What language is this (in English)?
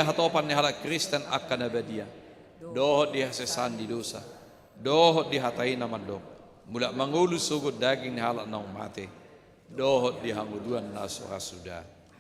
Batak Toba